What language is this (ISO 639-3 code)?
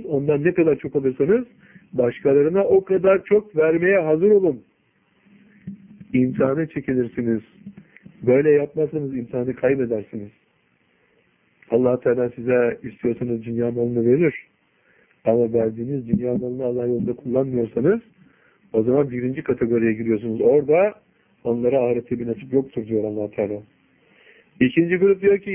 tur